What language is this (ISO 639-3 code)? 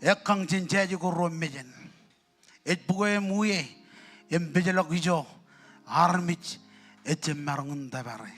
mah